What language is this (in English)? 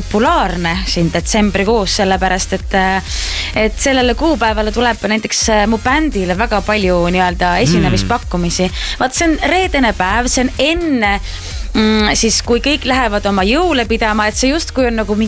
Estonian